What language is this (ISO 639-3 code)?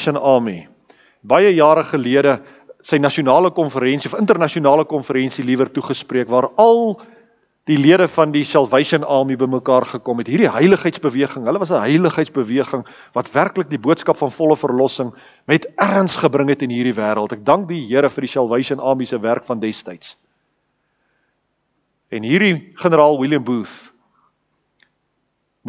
afr